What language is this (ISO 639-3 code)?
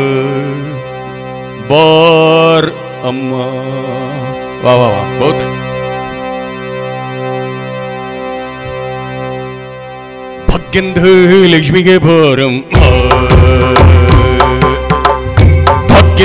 kan